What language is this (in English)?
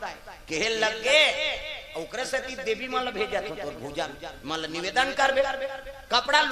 Chhattisgarhi